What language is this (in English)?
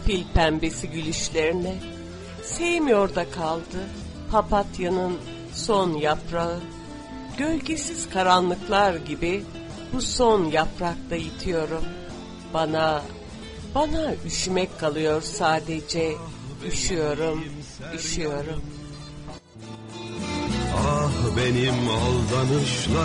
Turkish